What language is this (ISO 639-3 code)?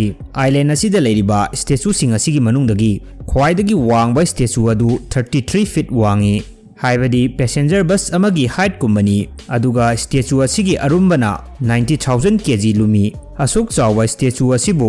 mni